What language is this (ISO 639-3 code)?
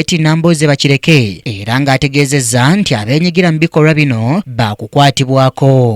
lug